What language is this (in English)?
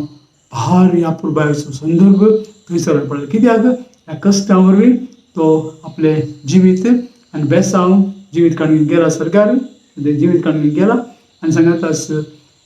Konkani